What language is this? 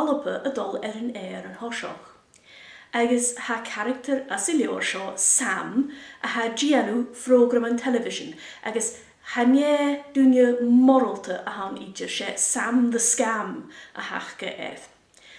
Scottish Gaelic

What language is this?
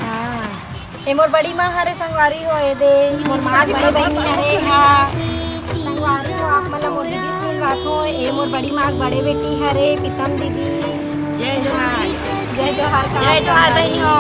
Chhattisgarhi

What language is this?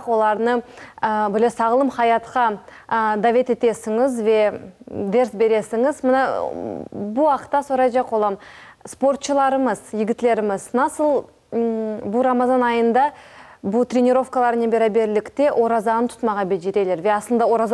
Crimean Tatar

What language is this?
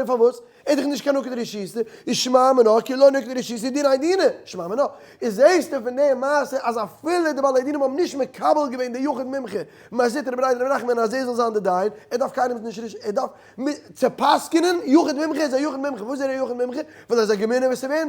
Yiddish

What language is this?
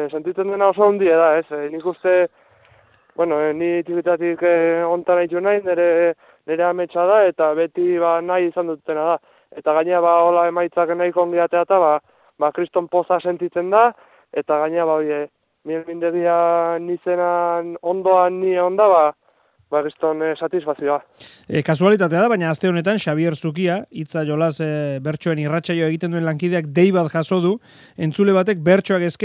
Basque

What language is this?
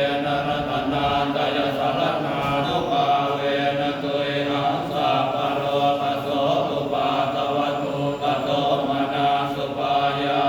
Pali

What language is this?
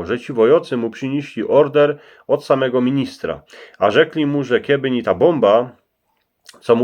Silesian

